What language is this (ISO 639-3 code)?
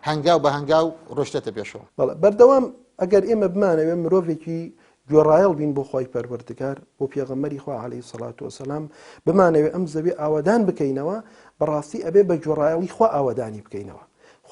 ckb